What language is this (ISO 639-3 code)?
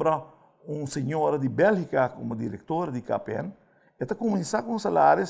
pap